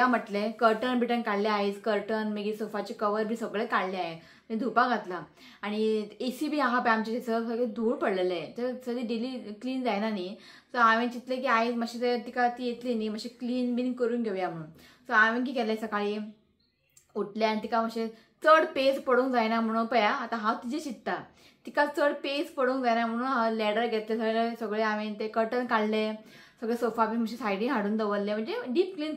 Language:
Konkani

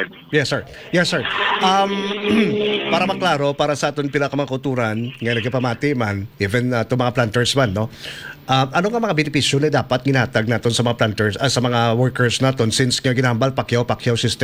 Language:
Hiligaynon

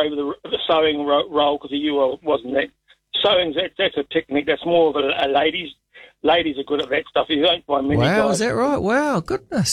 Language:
English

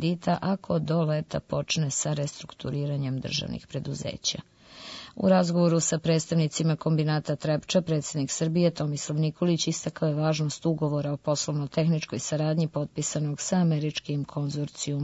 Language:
Serbian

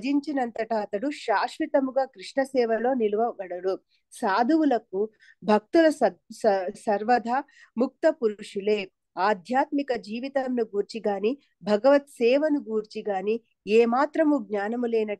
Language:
Telugu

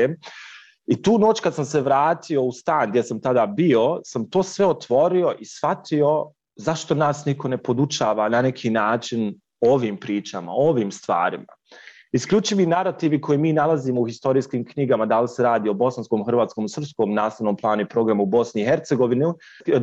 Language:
Bosnian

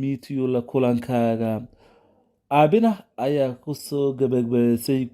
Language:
Somali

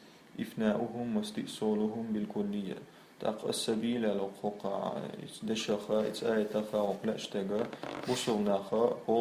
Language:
Chechen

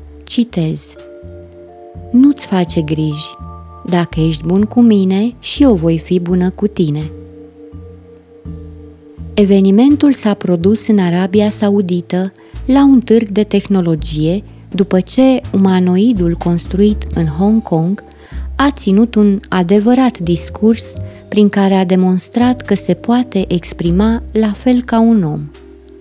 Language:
Romanian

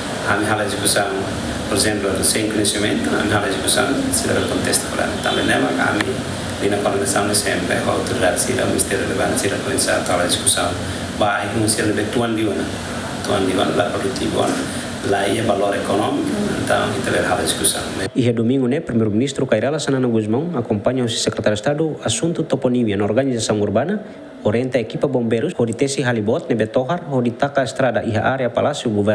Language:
Tetum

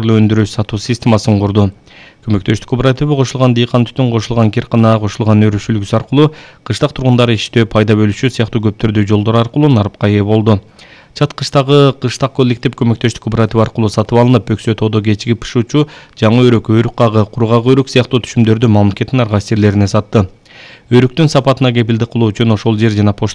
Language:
Kyrgyz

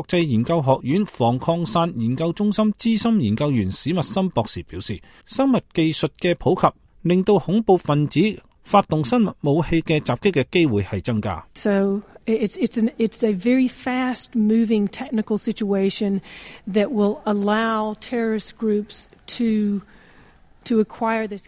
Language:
Cantonese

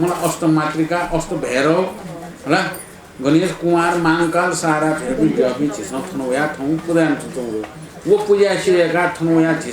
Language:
Newari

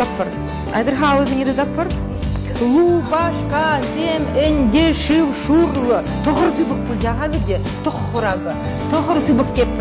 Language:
Chuvash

